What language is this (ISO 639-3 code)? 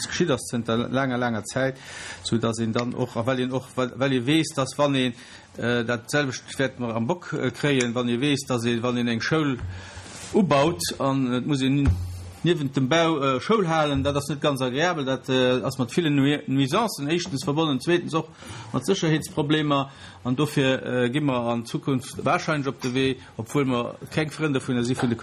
ltz